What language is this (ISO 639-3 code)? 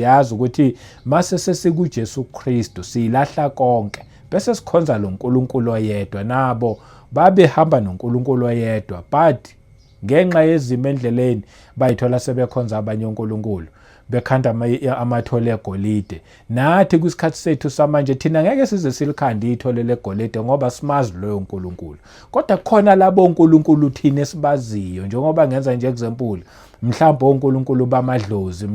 zul